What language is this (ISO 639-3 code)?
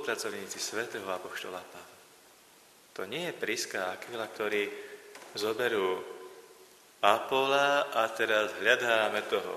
slk